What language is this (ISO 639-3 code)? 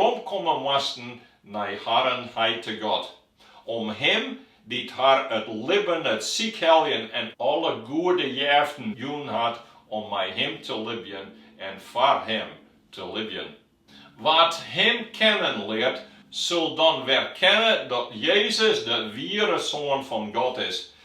fry